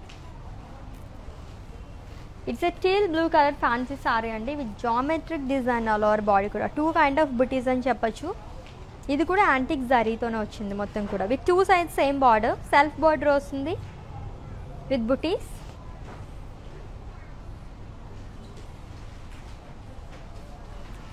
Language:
Telugu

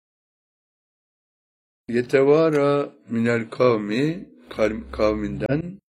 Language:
Turkish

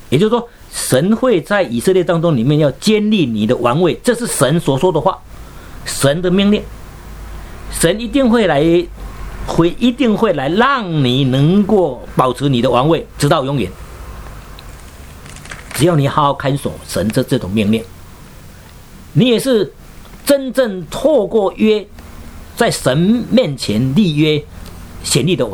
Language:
Chinese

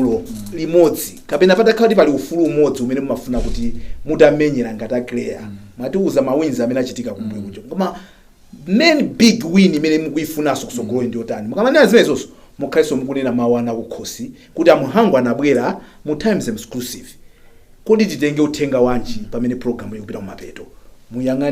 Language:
Nyanja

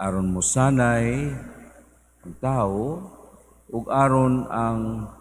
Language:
Cebuano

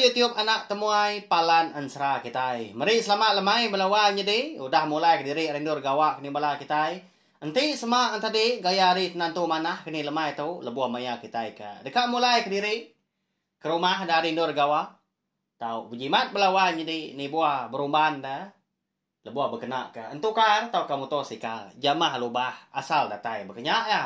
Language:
Iban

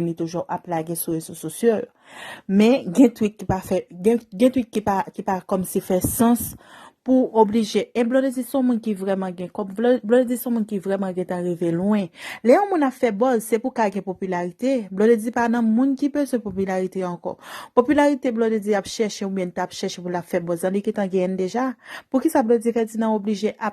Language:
Haitian Creole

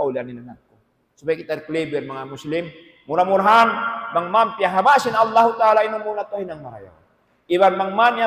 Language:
Tausug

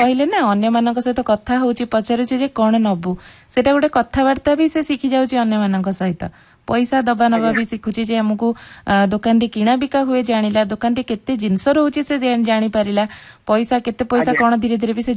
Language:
Odia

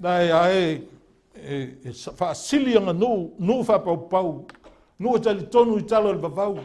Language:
Samoan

